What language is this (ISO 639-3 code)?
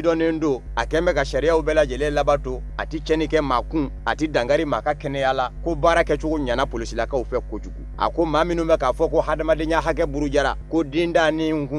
bam